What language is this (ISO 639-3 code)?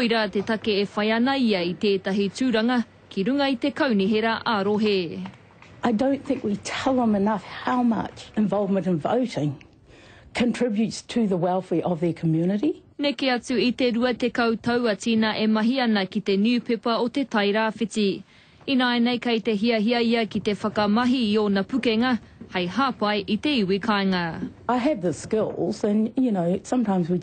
mri